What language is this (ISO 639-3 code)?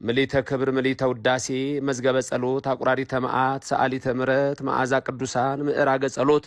amh